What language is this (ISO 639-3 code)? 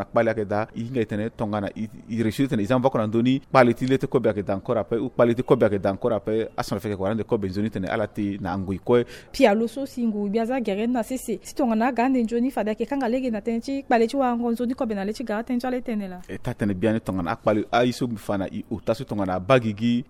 sag